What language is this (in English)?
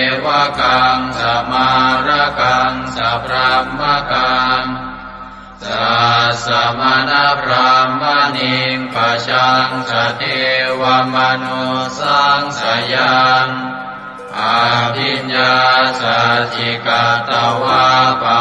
Pali